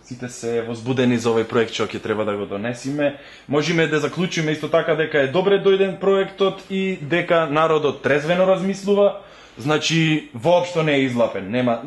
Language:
Macedonian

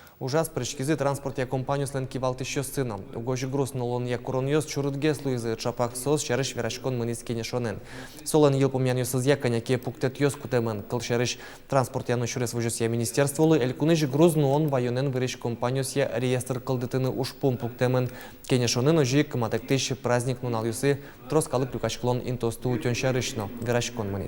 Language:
Udmurt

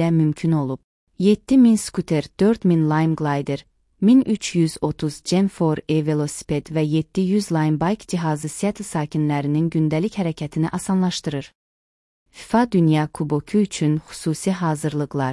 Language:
Azerbaijani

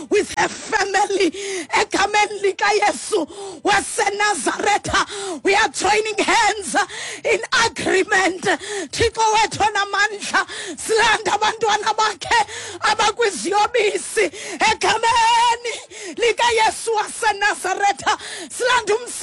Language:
Xhosa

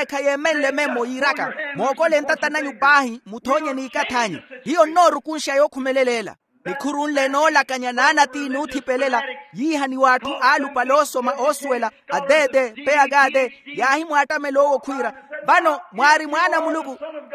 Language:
Makhuwa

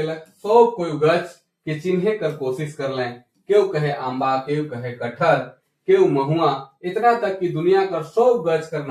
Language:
Sadri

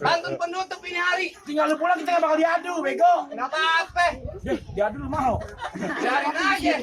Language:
Betawi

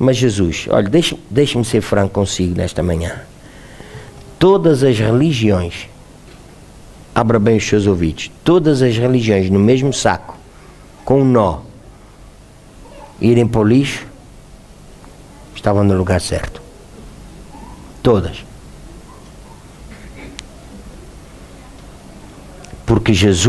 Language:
Portuguese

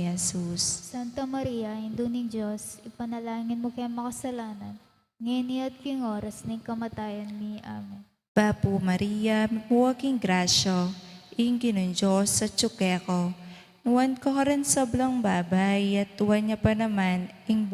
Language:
Pampanga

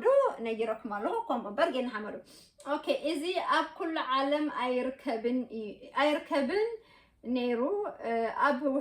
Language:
Tigrinya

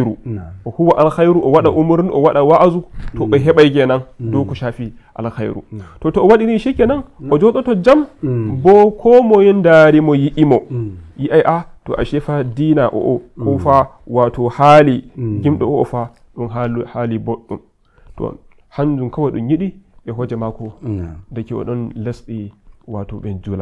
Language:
Nigerian Fulfulde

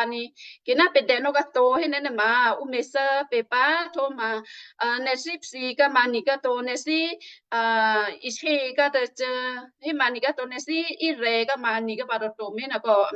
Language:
Western Kayah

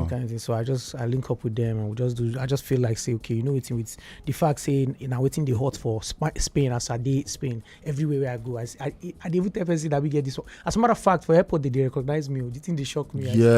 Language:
Nigerian Pidgin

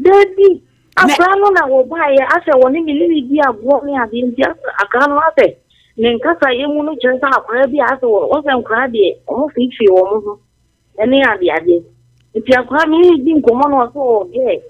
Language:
Akan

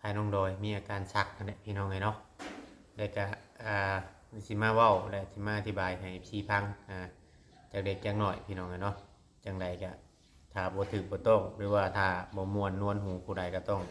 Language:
Northeastern Thai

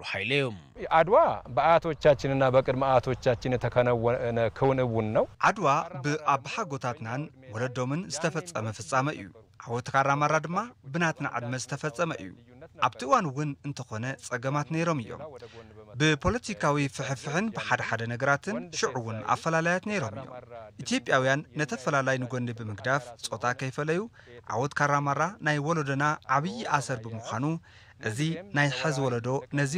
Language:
Tigrinya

